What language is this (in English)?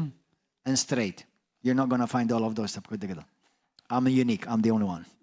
English